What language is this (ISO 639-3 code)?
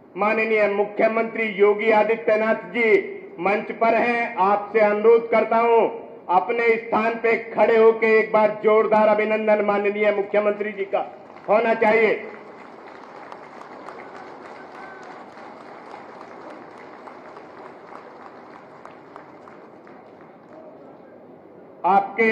hin